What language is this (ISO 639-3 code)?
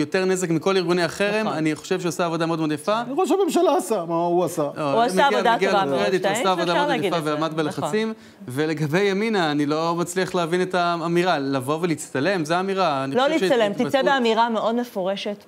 heb